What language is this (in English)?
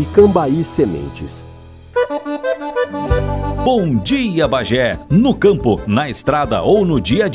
Portuguese